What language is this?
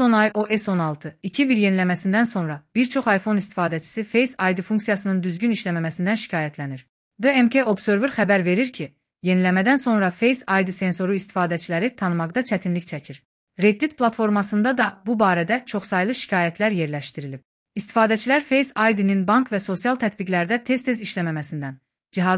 Azerbaijani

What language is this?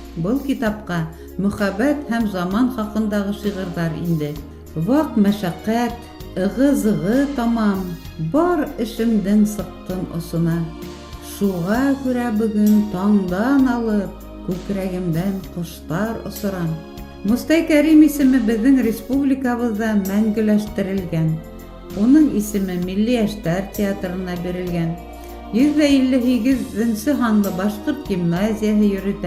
Bashkir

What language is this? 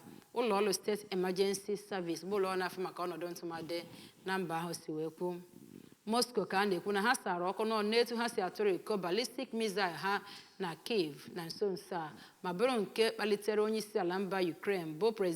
Igbo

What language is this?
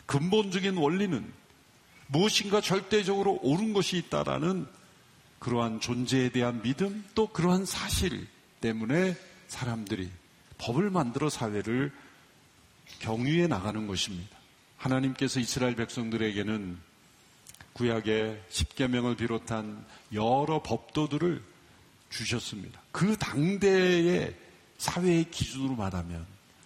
Korean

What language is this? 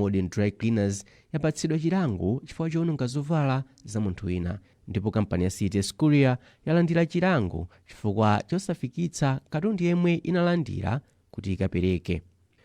Nyanja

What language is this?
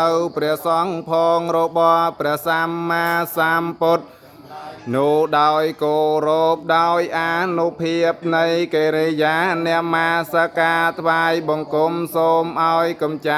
Khmer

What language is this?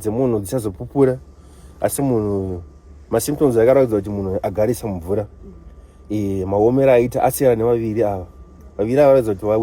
Shona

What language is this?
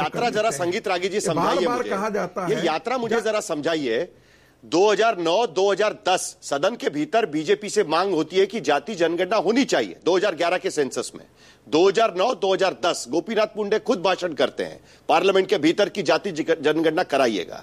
Hindi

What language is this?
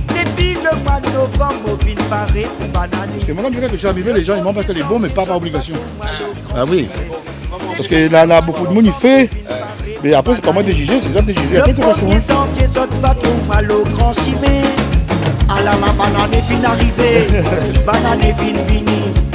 Réunion Creole French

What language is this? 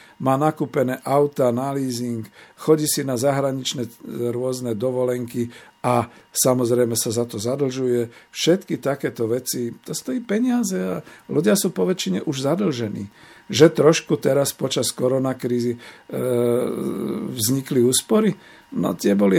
Slovak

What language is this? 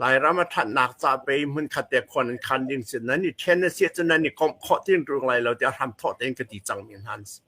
Hakha Chin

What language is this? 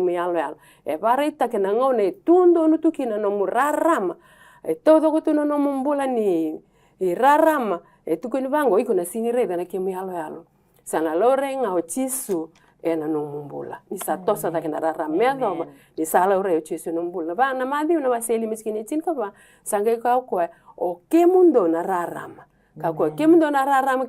Fijian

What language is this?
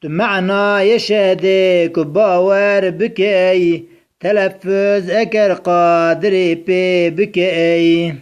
Kurdish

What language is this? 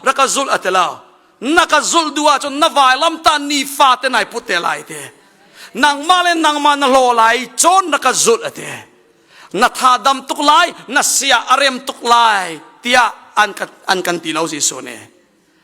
Hakha Chin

